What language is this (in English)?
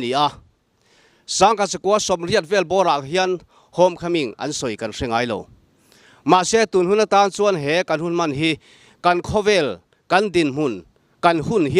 Mizo